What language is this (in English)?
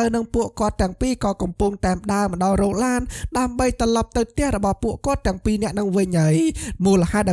Khmer